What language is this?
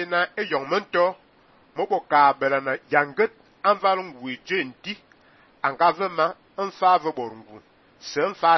Fang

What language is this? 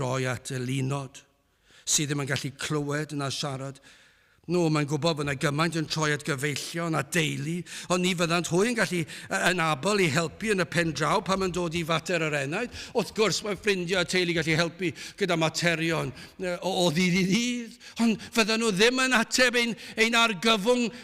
Welsh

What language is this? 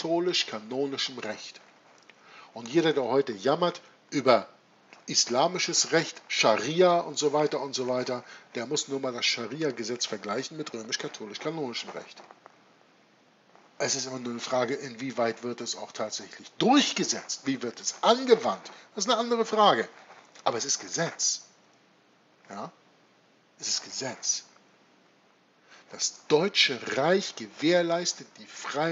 German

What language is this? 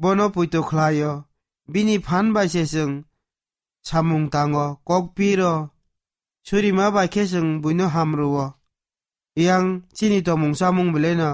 Kok Borok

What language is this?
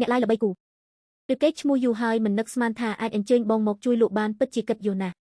Khmer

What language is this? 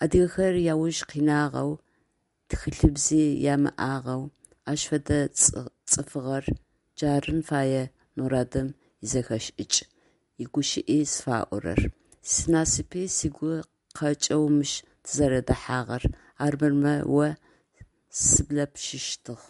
Adyghe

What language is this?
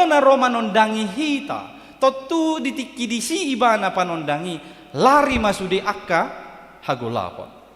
Batak Toba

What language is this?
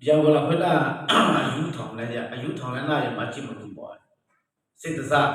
Akha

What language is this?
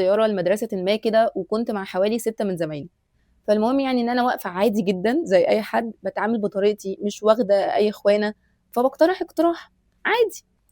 Egyptian Arabic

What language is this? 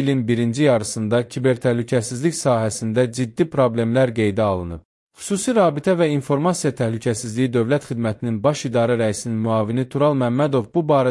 Azerbaijani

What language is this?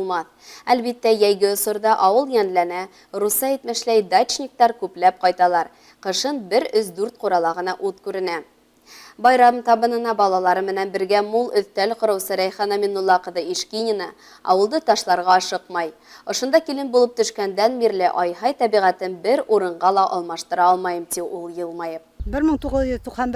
Bashkir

